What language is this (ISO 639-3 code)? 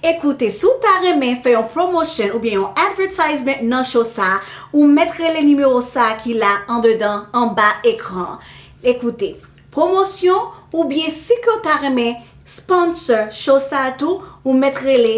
hat